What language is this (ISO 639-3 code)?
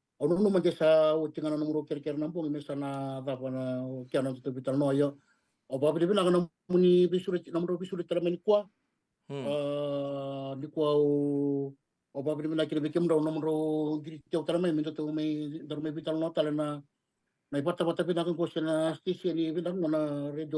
fij